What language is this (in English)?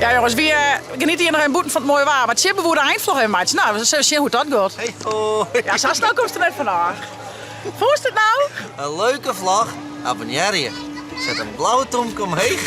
Western Frisian